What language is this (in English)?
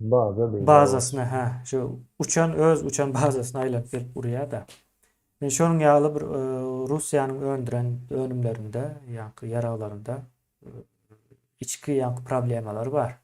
Turkmen